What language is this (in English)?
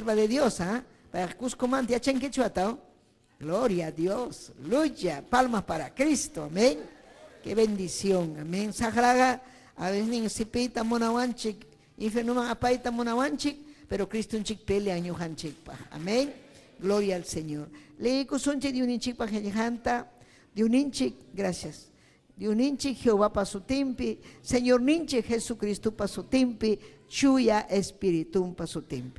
Ayacucho Quechua